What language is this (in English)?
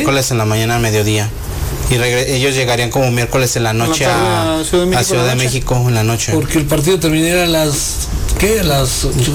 Spanish